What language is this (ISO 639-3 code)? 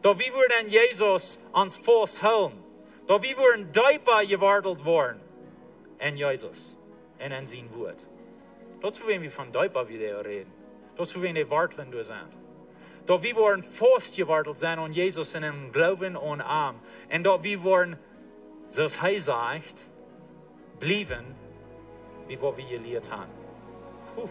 pdt